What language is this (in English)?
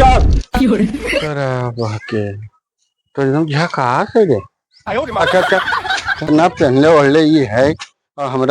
Magahi